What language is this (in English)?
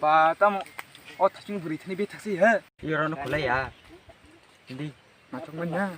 Kok Borok